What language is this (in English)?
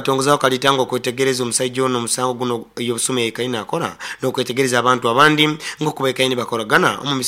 Nyoro